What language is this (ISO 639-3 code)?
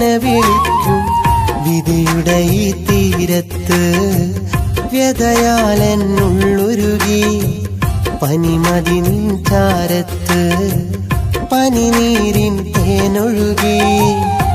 mal